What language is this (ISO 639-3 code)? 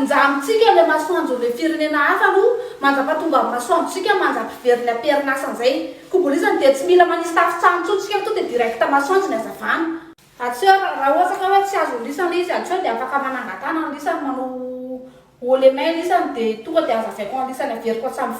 mlg